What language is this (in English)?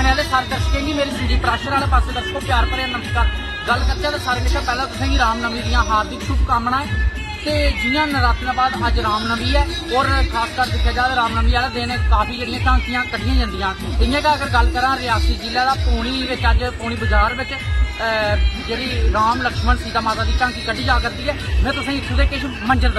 Dogri